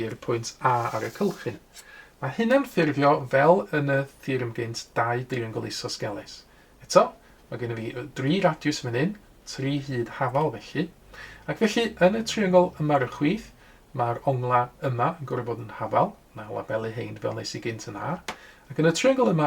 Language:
Welsh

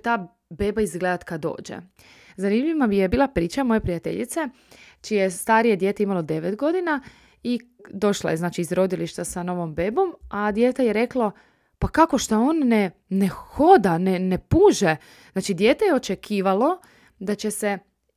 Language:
Croatian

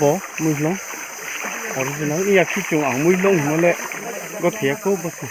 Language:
Riang (India)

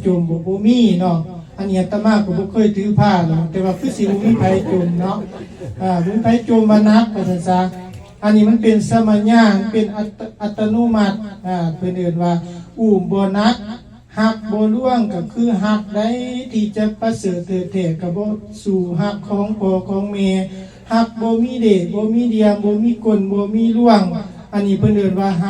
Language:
Lao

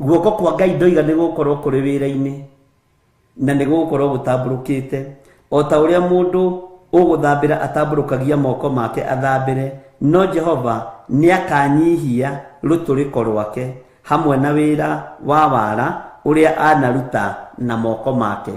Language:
Kikuyu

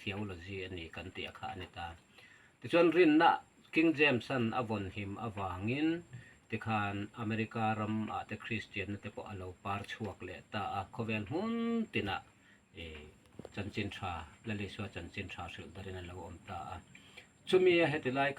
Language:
Mizo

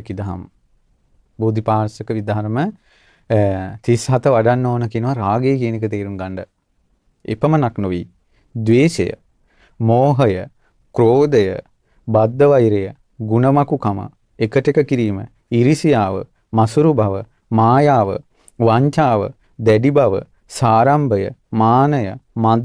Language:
Sinhala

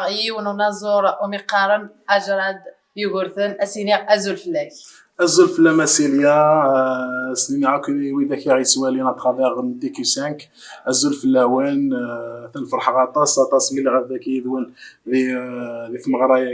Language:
Kabyle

